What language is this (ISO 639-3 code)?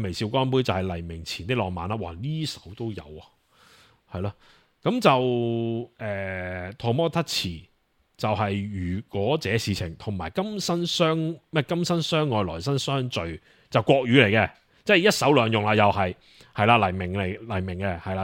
yue